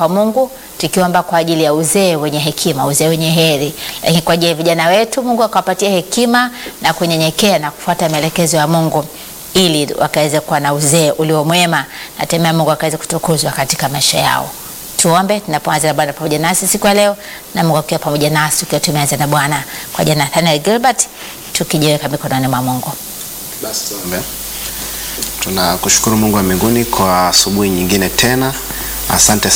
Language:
Swahili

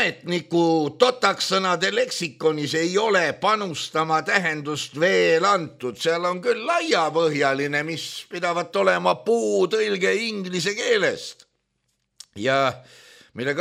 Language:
Estonian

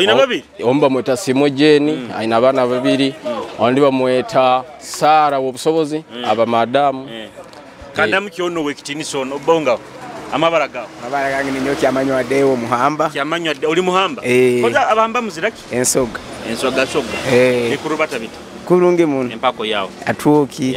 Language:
Nyoro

